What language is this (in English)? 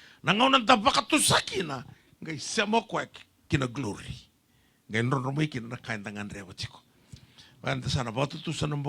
Fijian